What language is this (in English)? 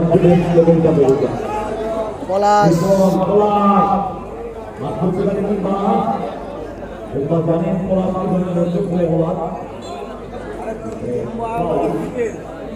Bangla